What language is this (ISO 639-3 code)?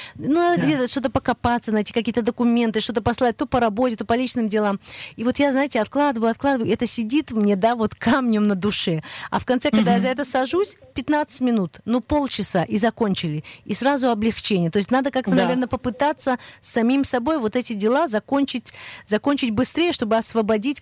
rus